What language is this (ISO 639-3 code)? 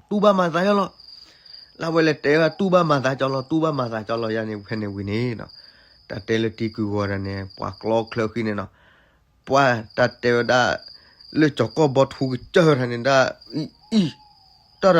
ksw